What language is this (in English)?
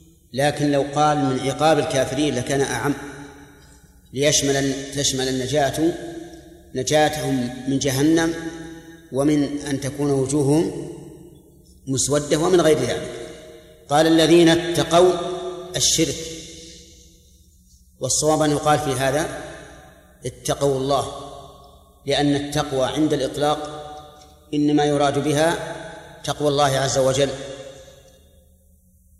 Arabic